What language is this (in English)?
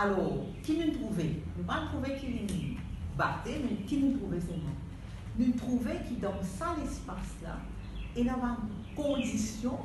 Morisyen